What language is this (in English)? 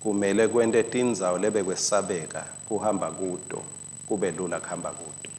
Swati